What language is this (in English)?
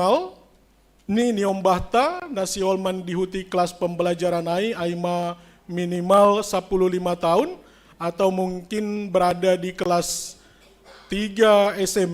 Batak Simalungun